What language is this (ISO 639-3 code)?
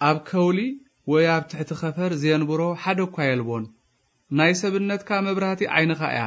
tir